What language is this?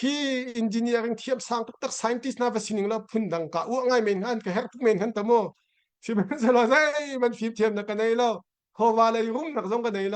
Hakha Chin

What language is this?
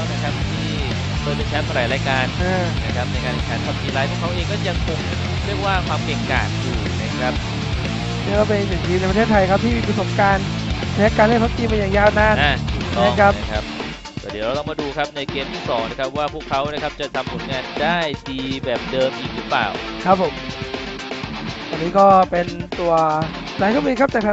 Thai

